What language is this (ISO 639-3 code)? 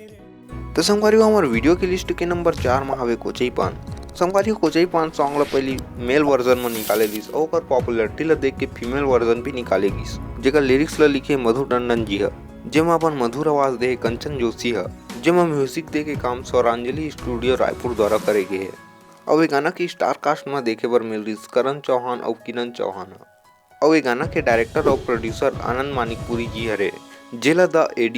hne